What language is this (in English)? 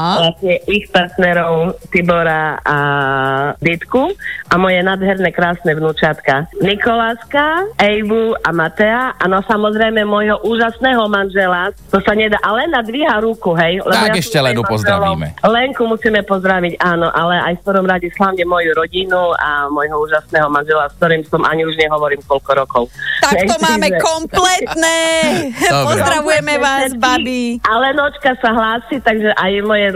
Slovak